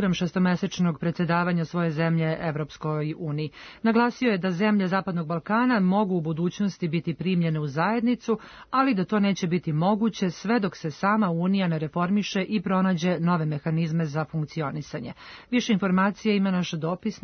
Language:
Serbian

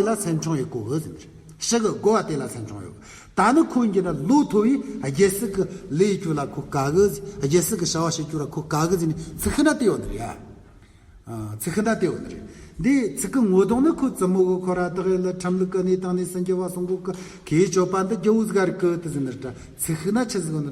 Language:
Amdo Tibetan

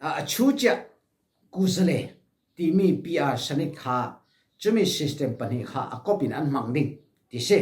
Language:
Falam Chin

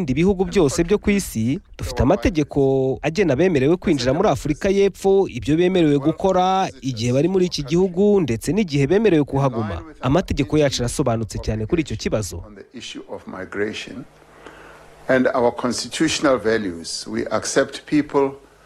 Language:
Kinyarwanda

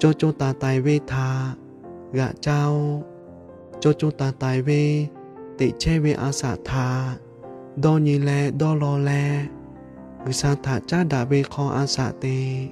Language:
Lahu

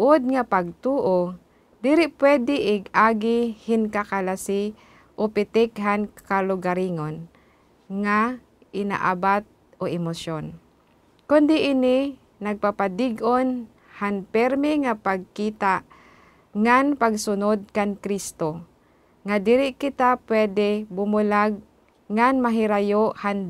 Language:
Waray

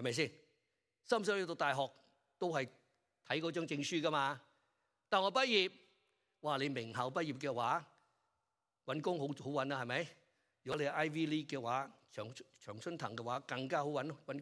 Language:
Cantonese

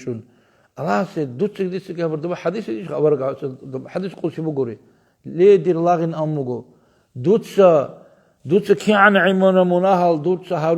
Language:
Avaric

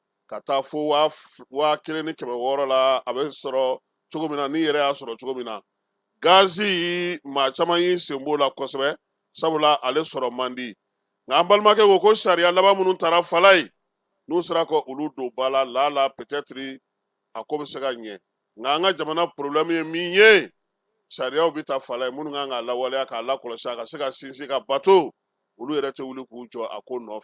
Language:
Bambara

